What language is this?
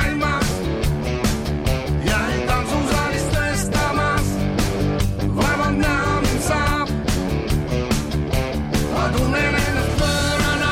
Estonian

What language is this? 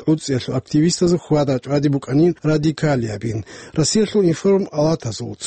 Avaric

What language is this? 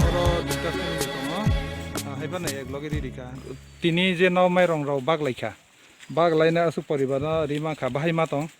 Kok Borok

